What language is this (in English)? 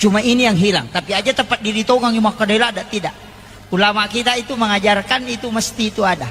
Buginese